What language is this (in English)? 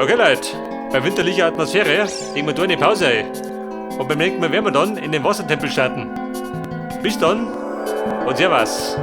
Bavarian